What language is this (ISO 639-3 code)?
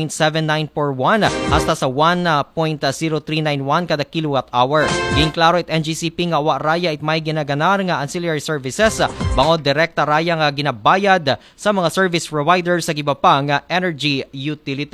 akl